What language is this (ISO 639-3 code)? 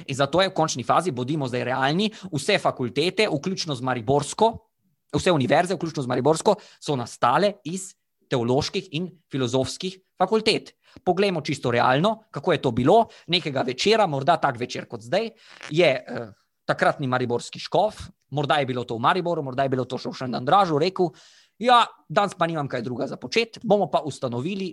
slv